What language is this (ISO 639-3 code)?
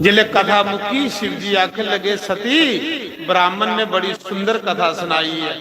doi